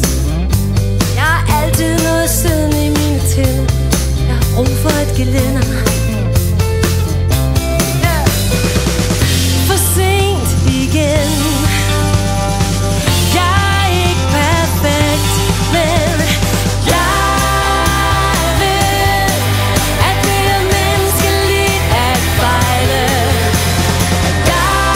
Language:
Danish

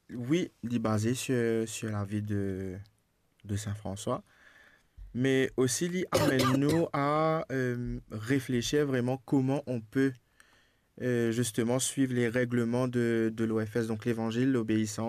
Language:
Morisyen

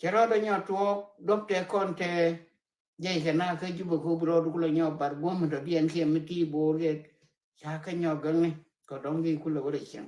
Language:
Nuer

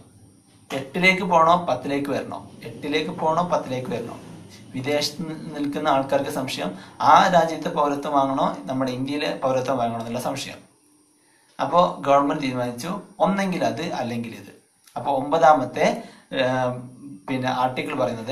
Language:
Malayalam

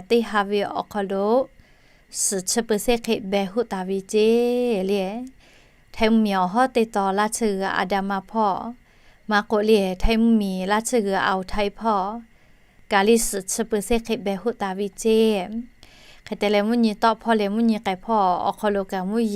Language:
Lahu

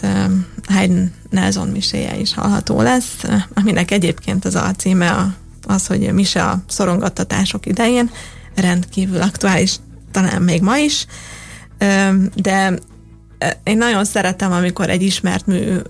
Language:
Hungarian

